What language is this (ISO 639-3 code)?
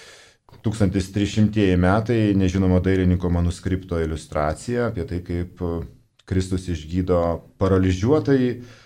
lit